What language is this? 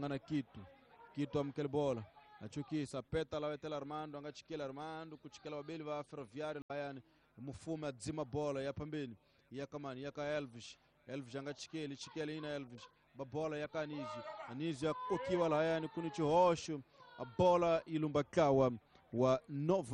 Tsonga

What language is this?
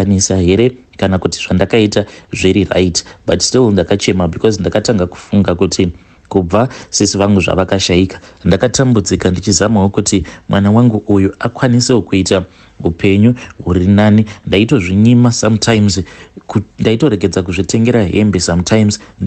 Shona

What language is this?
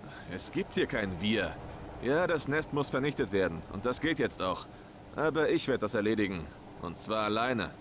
Swiss German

